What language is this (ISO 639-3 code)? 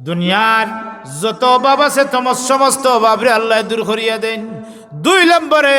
syl